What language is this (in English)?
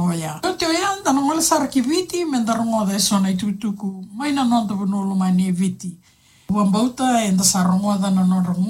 Fijian